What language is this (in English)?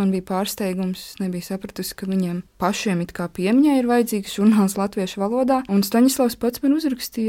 Latvian